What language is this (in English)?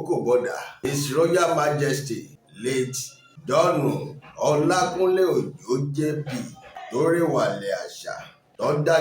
Yoruba